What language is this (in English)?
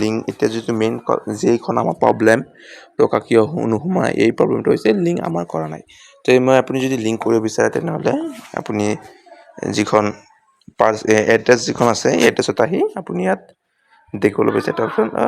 Assamese